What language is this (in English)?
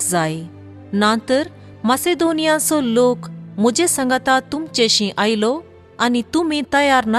Konkani